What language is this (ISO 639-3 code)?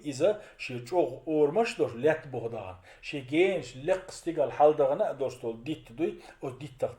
che